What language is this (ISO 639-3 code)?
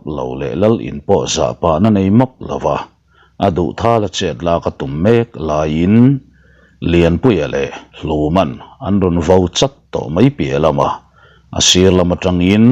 lus